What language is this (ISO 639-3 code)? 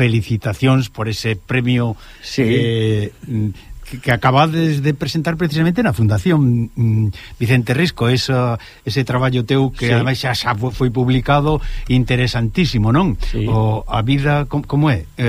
glg